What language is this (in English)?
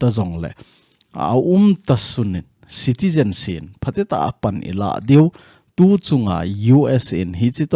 Thado Chin